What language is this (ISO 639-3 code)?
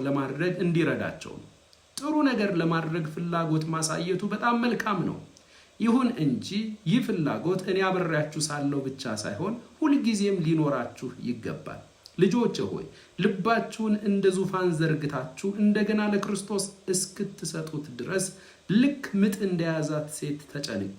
amh